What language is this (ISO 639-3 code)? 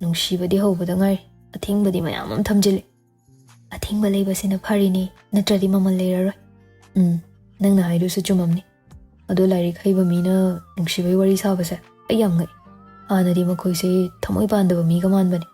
mni